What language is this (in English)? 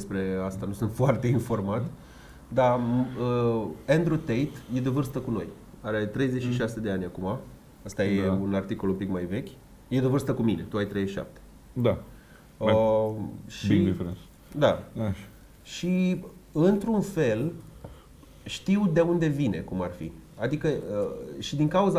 Romanian